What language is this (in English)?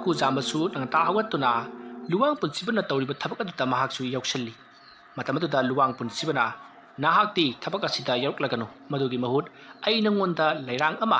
Manipuri